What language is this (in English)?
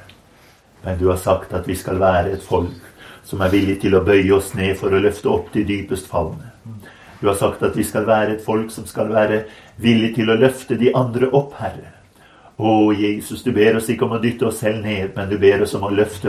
Norwegian